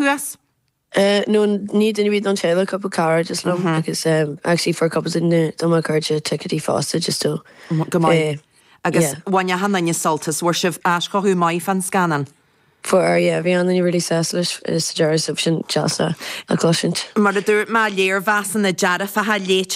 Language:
Irish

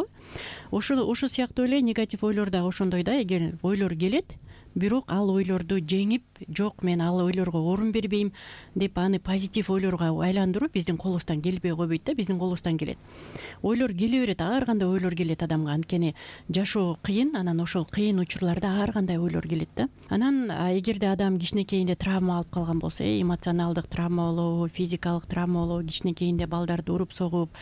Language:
Kyrgyz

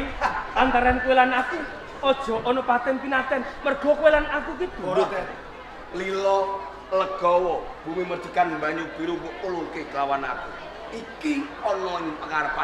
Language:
Javanese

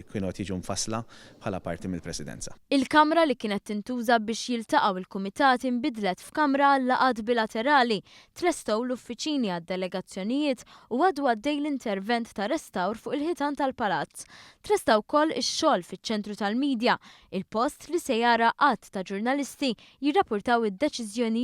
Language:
Maltese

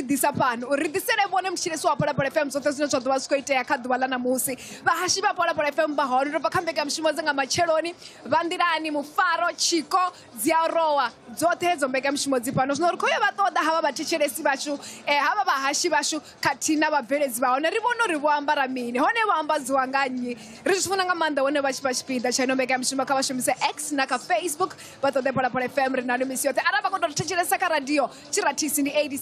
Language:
Venda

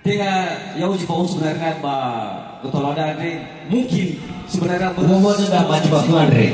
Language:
Nias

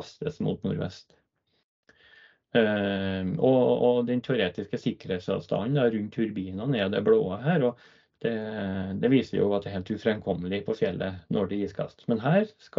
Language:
Norwegian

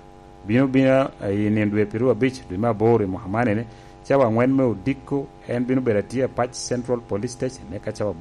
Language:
Lango (Uganda)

